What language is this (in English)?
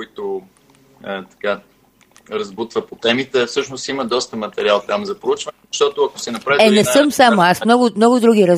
Bulgarian